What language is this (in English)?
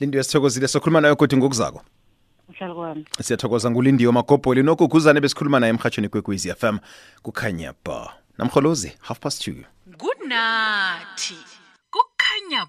South Ndebele